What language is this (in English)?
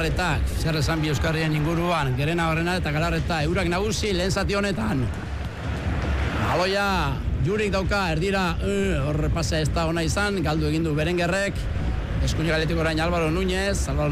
Basque